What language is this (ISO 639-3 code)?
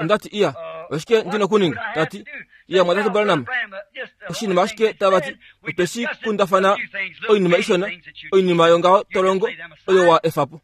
kua